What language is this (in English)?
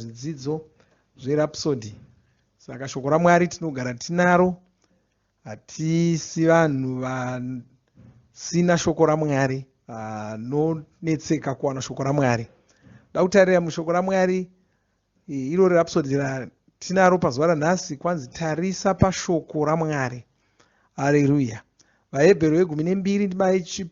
Shona